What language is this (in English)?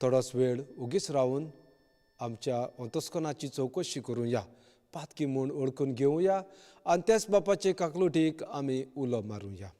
Konkani